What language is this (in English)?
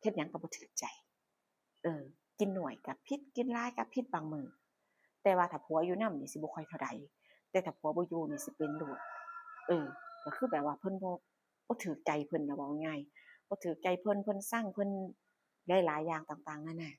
Northeastern Thai